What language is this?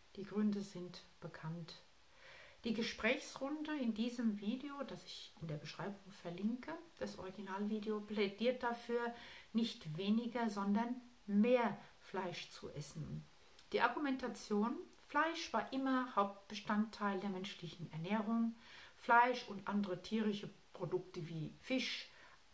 German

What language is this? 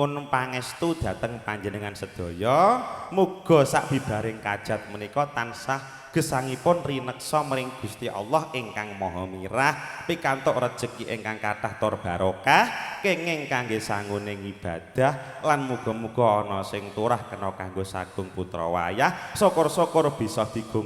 Javanese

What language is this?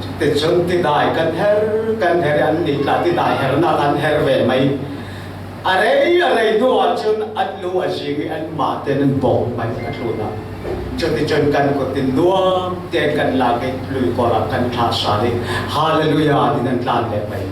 Falam Chin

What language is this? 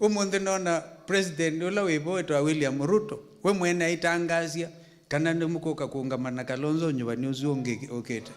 Kamba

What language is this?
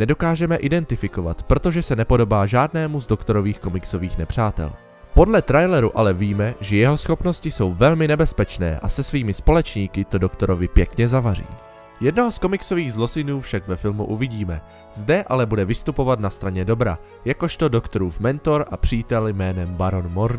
Czech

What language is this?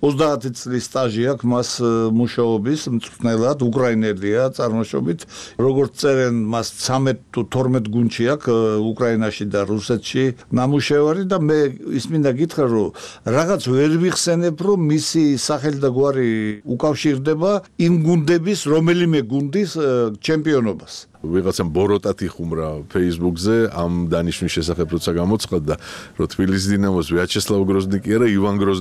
Georgian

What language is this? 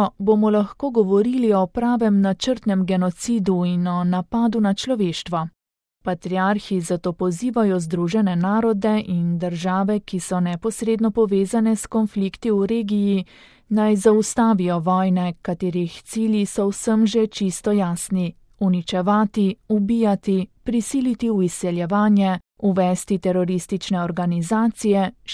Slovenian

